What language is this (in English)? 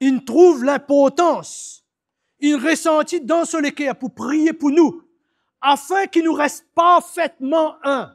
Morisyen